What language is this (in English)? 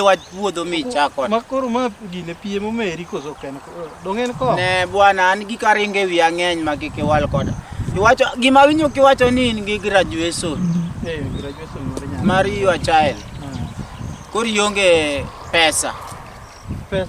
Luo (Kenya and Tanzania)